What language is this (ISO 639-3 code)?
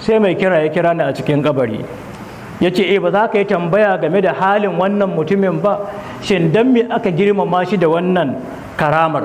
hau